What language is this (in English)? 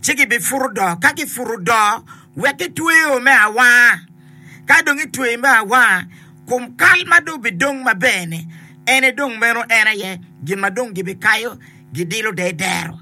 Acoli